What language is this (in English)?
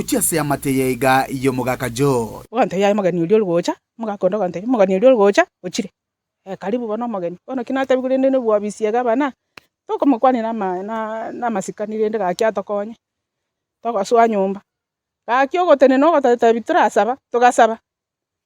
Gusii